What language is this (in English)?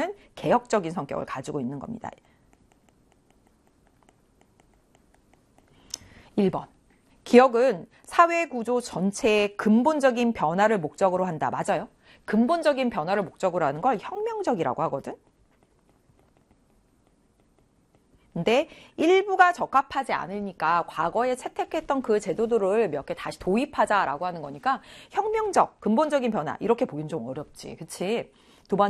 Korean